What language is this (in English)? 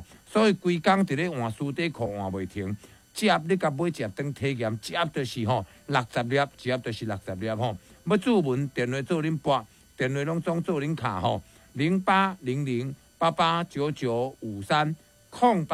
Min Nan Chinese